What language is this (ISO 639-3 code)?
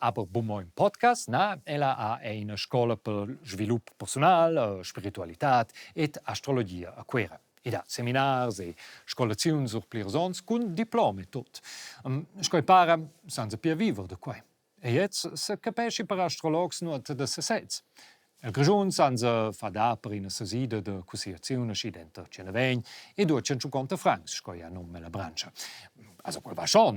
roh